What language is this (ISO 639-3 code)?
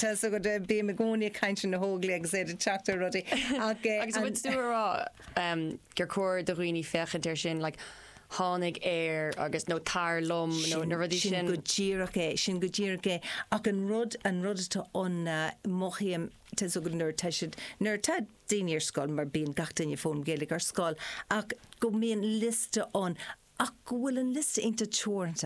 gle